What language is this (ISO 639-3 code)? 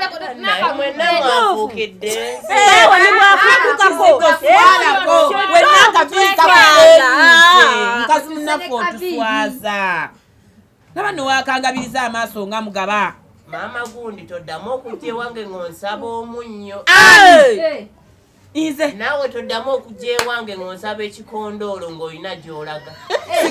lug